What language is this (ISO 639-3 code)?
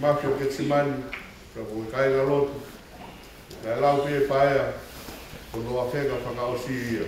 ton